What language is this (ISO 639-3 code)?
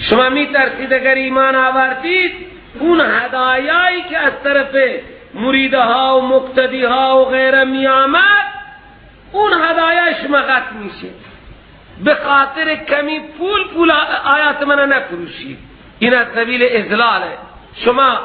fas